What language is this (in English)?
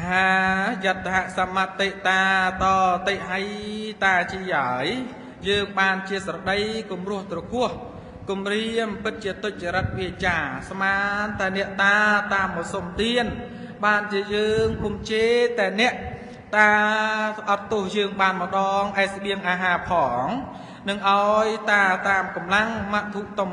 Khmer